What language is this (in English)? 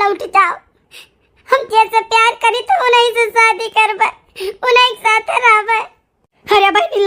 Awadhi